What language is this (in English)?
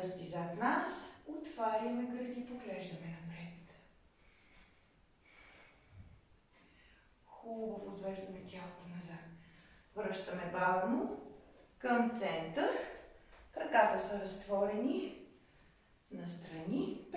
Bulgarian